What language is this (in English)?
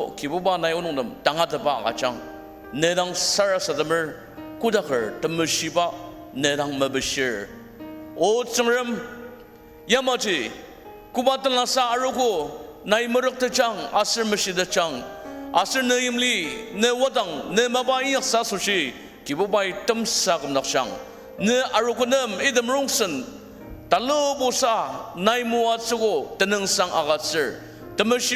Ao Naga